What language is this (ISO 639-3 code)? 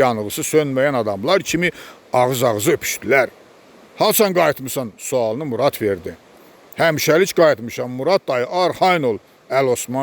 aze